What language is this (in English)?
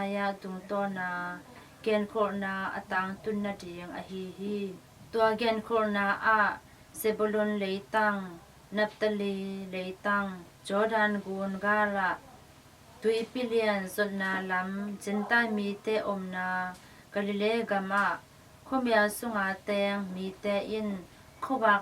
Tedim Chin